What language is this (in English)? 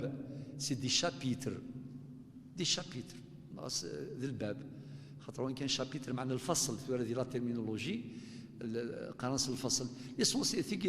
Kabyle